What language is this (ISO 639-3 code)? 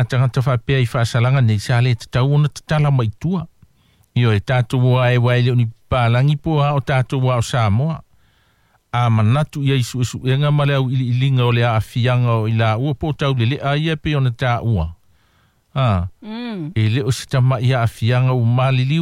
smo